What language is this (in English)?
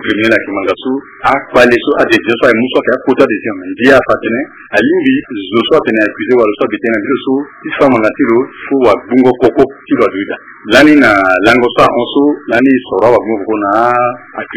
Sango